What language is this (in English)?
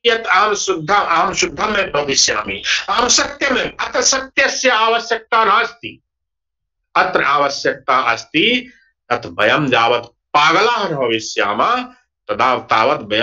Sanskrit